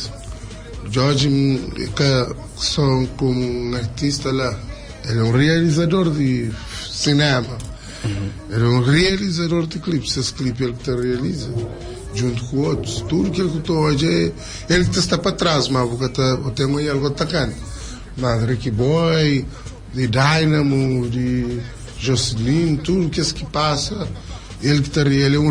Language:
Kabuverdianu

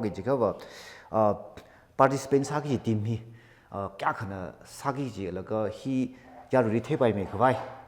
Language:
Tangkhul Naga (India)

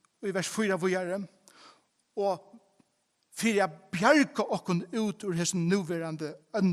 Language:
Faroese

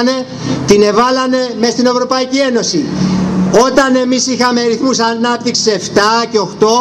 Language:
Greek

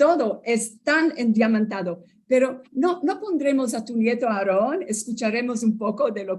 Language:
Ladino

